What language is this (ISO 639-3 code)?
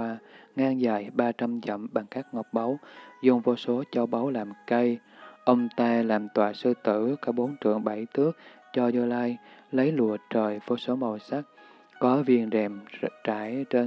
vie